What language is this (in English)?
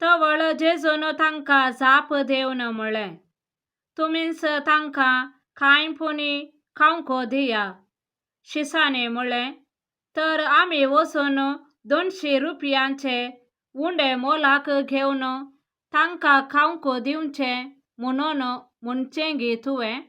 Konkani